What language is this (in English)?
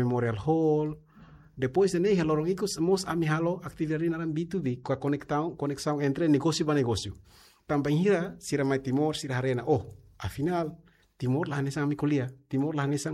Tetum